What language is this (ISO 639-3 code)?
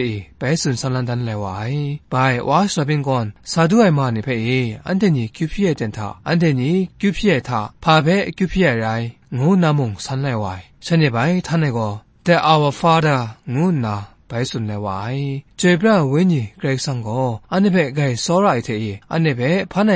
kac